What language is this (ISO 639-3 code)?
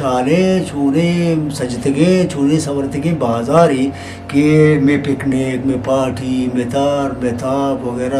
bgp